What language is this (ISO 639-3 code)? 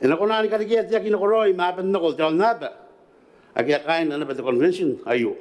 gil